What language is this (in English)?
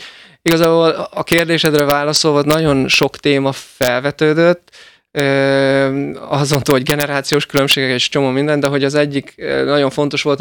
Hungarian